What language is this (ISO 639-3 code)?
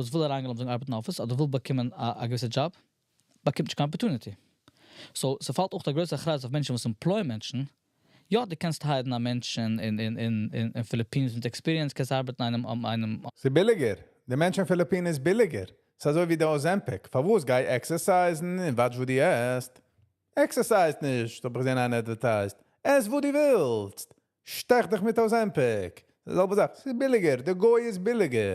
yid